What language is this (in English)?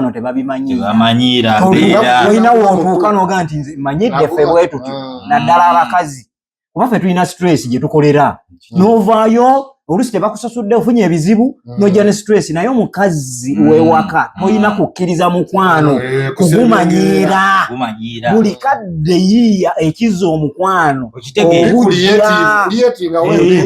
Ganda